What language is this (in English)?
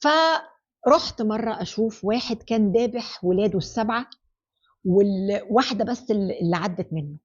Egyptian Arabic